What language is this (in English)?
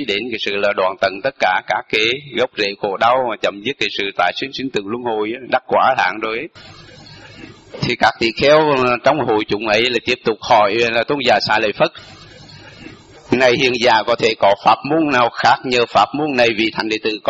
Vietnamese